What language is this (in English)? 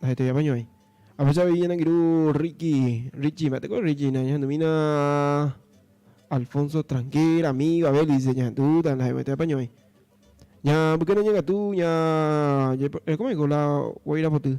Guarani